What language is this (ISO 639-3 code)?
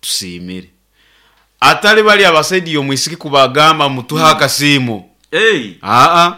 nyo